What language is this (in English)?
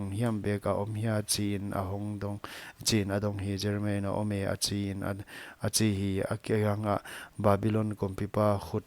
Paite Chin